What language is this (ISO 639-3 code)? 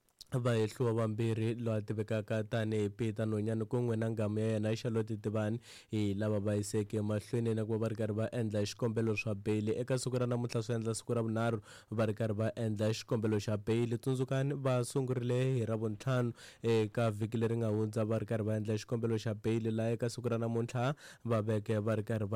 tso